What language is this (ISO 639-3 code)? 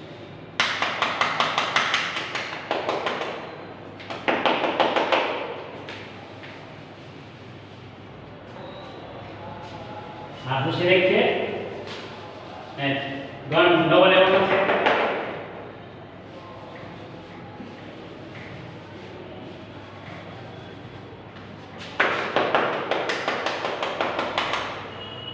guj